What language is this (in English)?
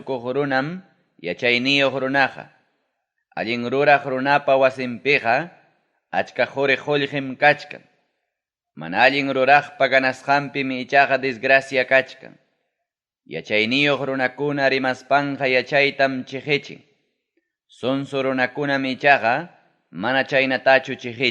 Ayacucho Quechua